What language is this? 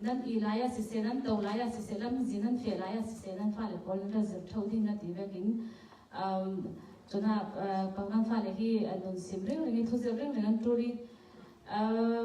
Falam Chin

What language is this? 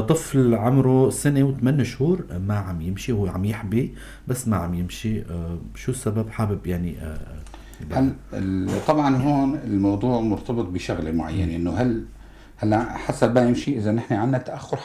North Levantine Arabic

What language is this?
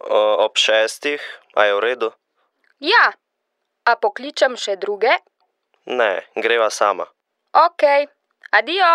Slovenian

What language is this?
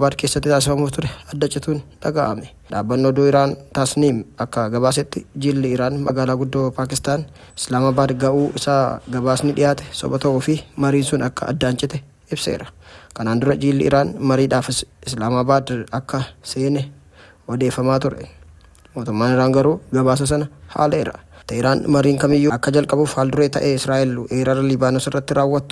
Oromo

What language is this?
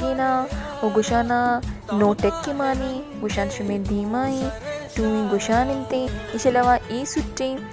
Baluchi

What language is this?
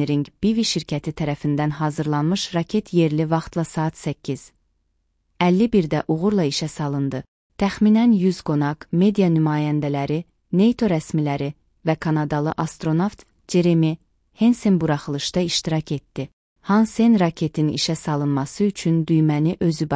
Azerbaijani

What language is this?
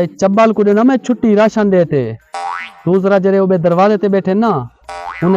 Saraiki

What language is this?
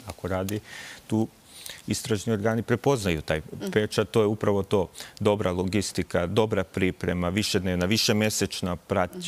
Serbian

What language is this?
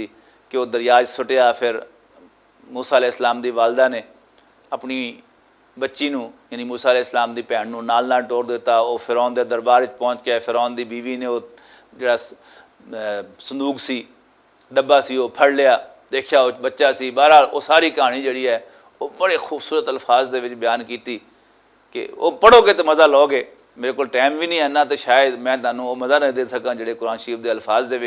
Western Panjabi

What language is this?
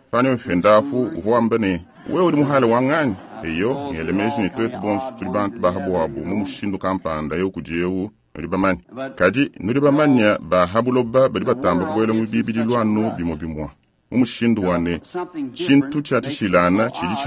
Luba-Lulua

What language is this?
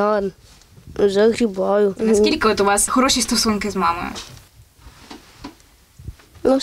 Ukrainian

